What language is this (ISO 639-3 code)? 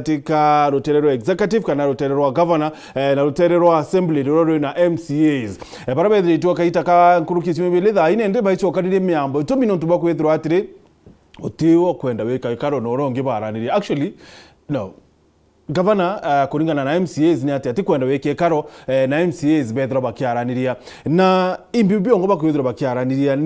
mer